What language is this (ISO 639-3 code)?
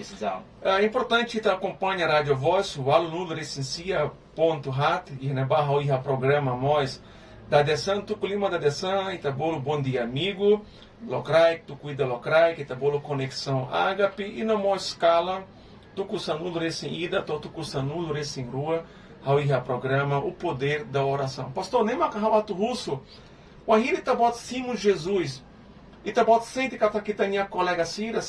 tet